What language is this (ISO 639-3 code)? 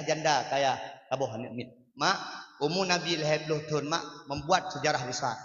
ace